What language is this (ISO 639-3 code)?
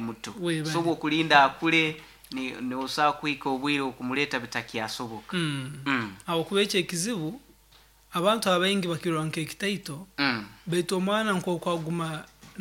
nyo